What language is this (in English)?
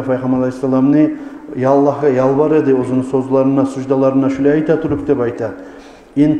Kumyk